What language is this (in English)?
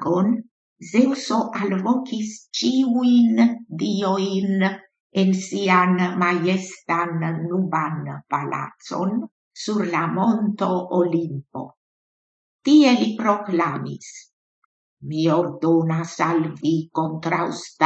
Esperanto